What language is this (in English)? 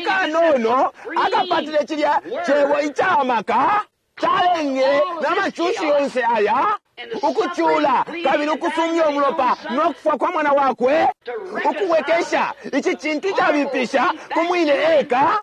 Bemba